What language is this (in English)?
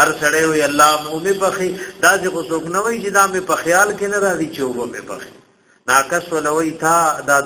Pashto